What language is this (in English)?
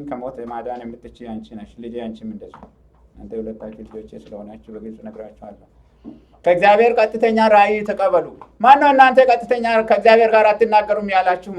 Amharic